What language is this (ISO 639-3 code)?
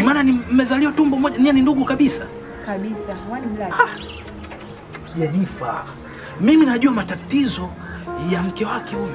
swa